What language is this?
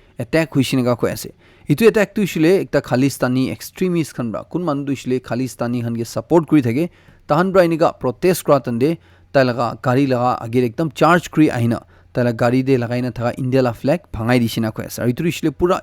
Naga Pidgin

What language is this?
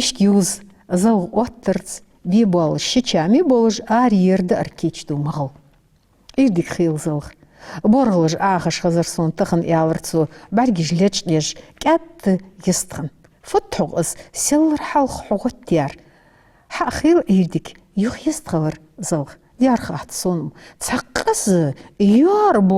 Ingush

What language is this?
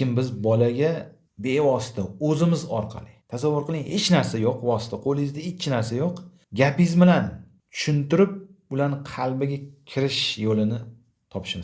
Uzbek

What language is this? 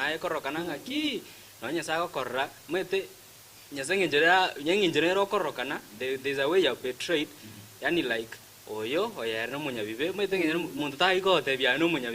Gusii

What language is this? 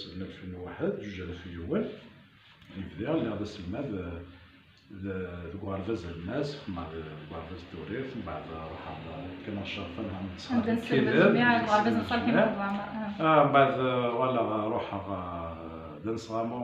Kabyle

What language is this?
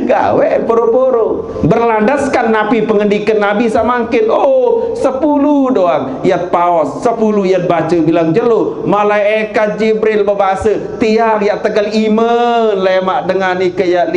Sasak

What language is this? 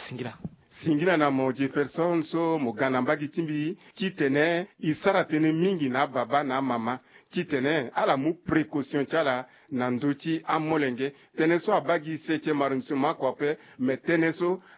Sango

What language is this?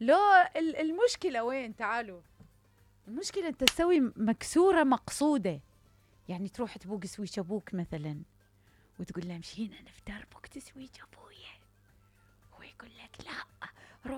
Mesopotamian Arabic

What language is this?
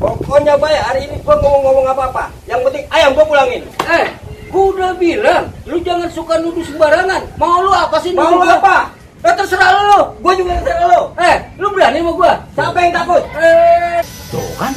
Betawi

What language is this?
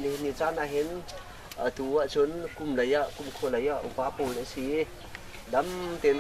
Hakha Chin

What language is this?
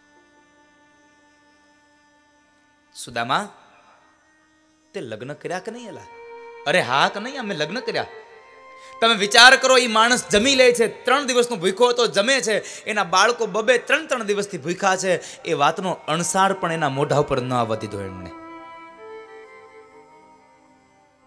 Gujarati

